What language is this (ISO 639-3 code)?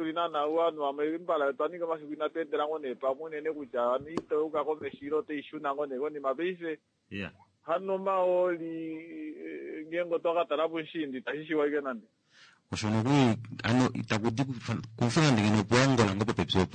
kua